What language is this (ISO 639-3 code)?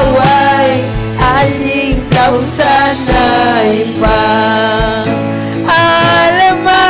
quy